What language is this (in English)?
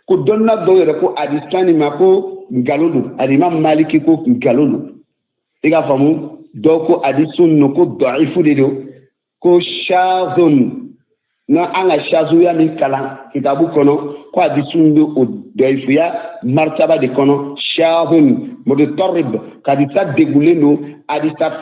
Bambara